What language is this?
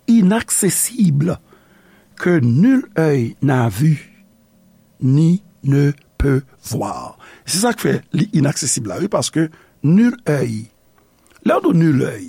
Haitian Creole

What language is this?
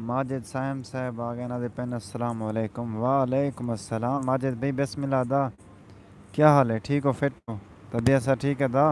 Saraiki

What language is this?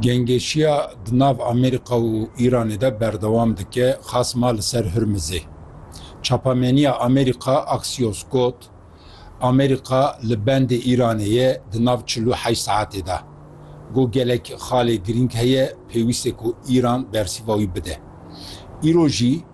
Kurdish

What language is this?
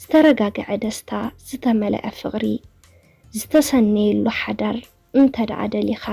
Tigrinya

